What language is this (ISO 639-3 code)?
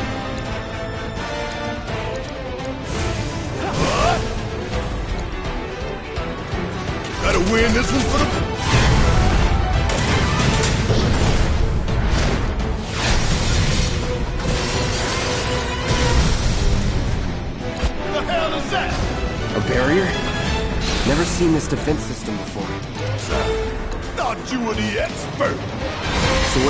eng